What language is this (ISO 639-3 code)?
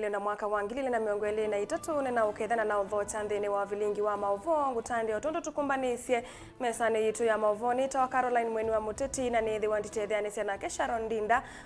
kam